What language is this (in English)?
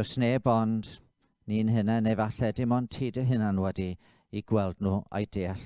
Welsh